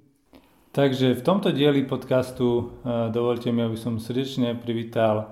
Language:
Slovak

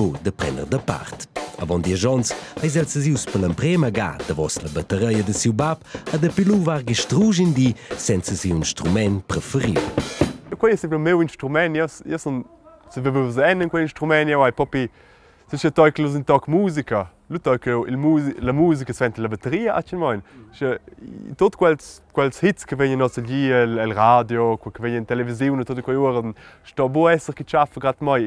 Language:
Romansh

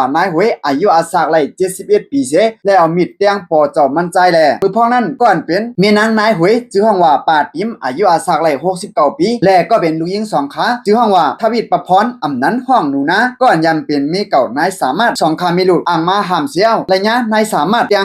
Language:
Shan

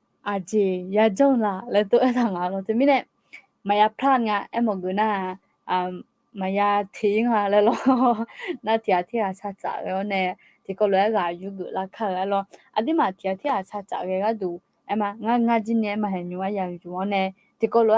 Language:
Akha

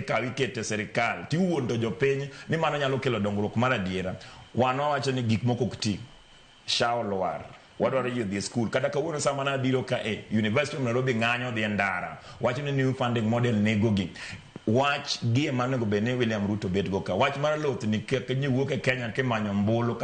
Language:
Luo (Kenya and Tanzania)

